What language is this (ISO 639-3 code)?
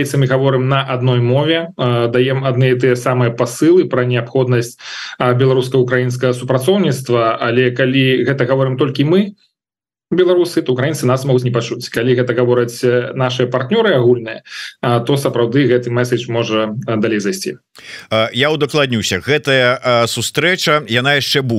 bel